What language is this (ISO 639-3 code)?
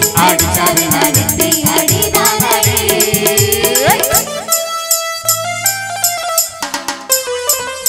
tam